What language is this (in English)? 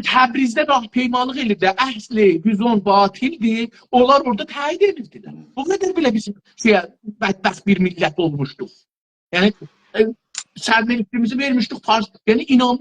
South Azerbaijani